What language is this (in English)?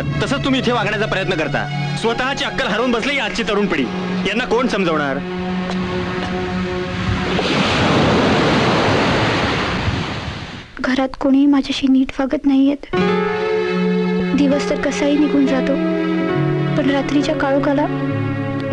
Marathi